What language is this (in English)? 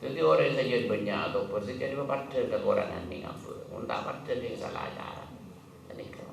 Madurese